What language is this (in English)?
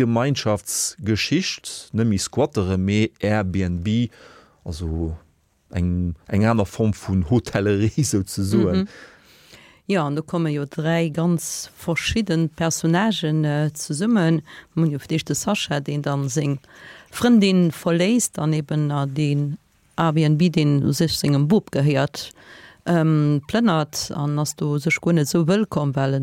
Luxembourgish